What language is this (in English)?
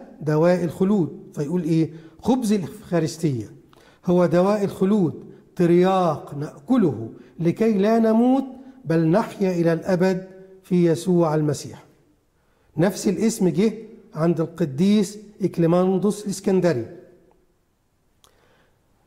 Egyptian Arabic